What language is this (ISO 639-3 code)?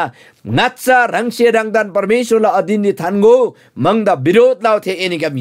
taj